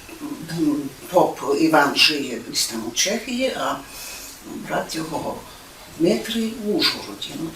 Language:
Rusyn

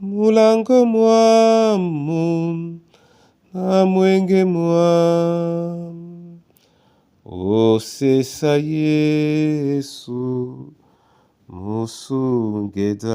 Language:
Duala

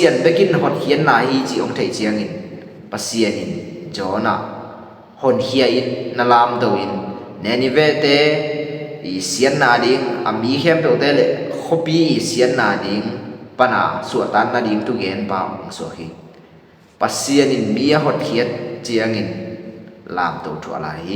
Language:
Tedim Chin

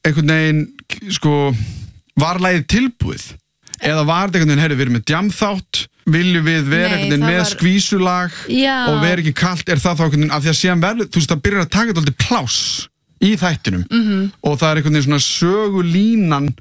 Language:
Icelandic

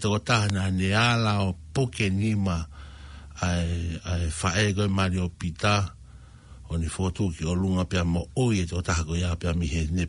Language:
Tongan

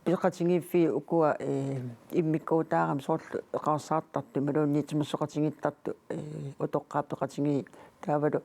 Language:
Kalaallisut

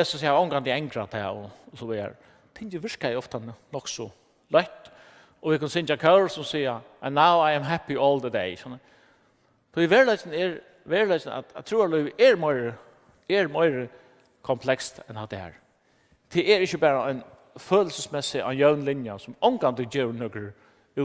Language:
Faroese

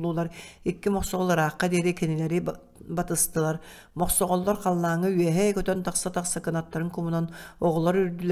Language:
Yakut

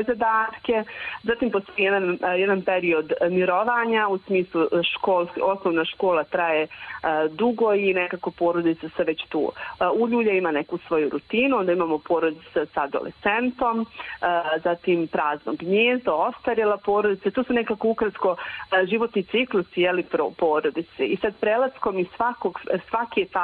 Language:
Bosnian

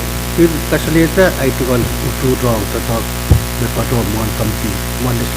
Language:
Pohnpeian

